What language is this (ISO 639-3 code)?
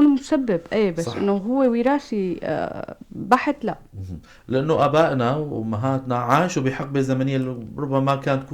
apc